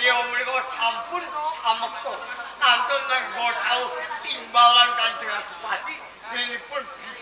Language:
Javanese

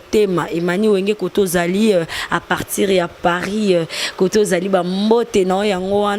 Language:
Lingala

